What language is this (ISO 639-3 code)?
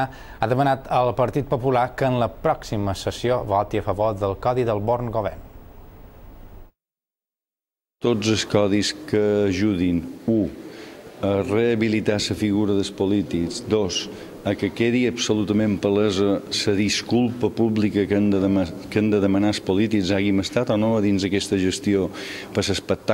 cat